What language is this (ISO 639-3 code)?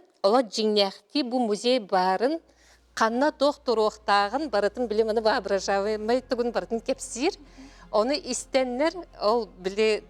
sah